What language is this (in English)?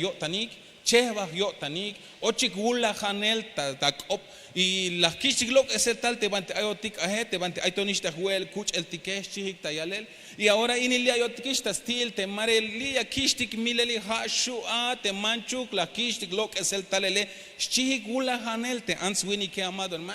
Tzeltal